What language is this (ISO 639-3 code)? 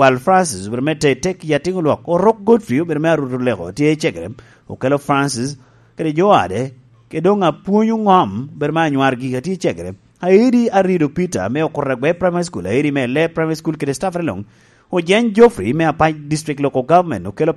laj